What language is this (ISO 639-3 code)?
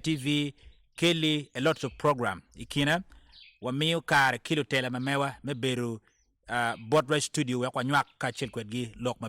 ach